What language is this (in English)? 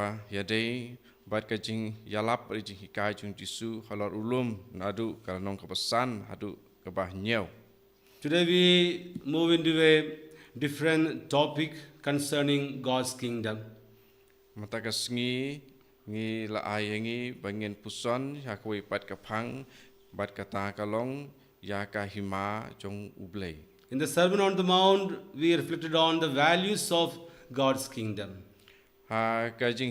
Khasi